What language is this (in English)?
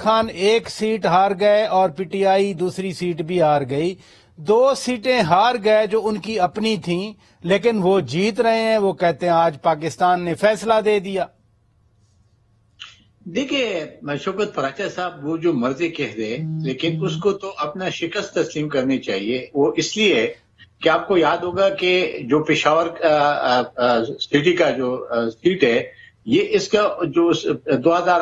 Urdu